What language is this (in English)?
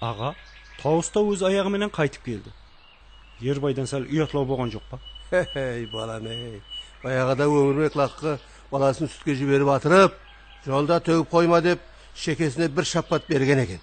Kara-Kalpak